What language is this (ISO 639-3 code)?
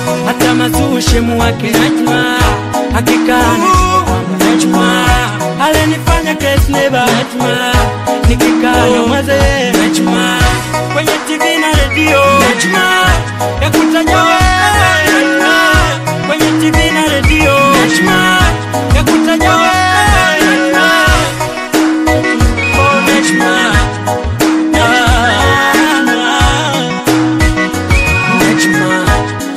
swa